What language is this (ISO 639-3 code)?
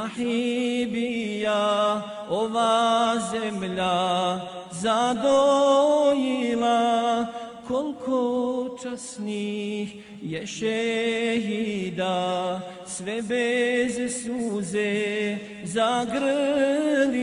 bos